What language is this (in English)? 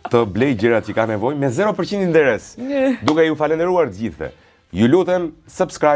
Albanian